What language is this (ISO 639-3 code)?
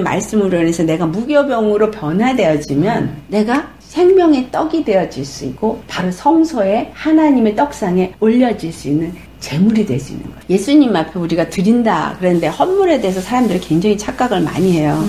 kor